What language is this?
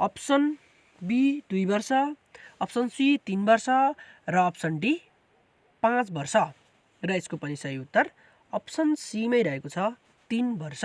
Nepali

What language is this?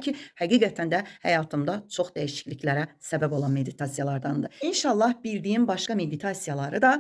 Azerbaijani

